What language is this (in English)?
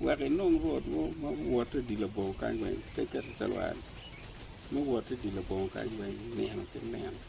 Acoli